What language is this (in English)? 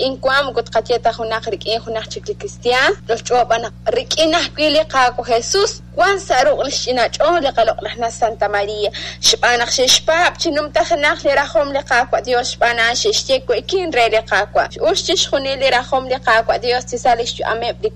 Kekchí